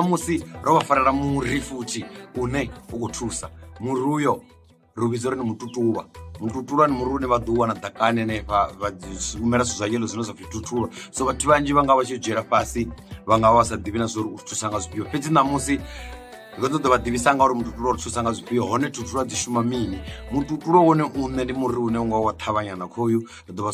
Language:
Venda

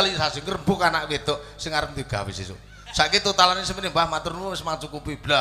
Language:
Javanese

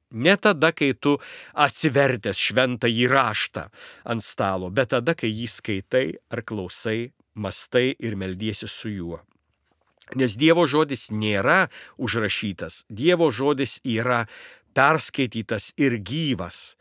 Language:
Lithuanian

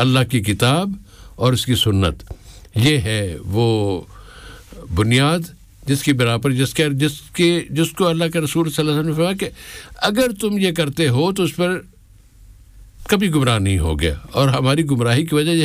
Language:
Urdu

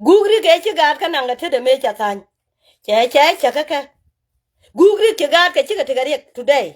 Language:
Nuer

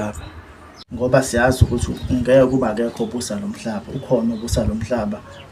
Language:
Zulu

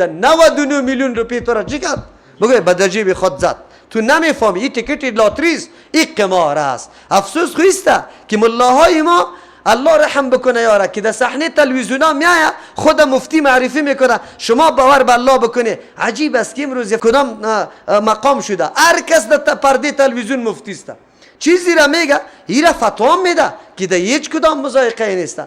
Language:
Persian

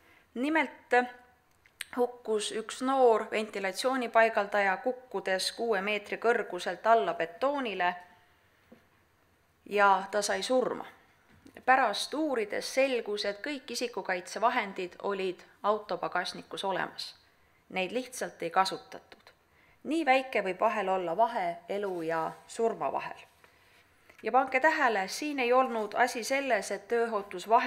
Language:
Estonian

